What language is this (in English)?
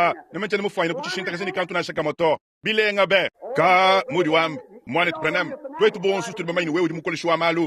Luba-Lulua